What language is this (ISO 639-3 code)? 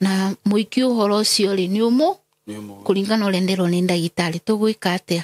kik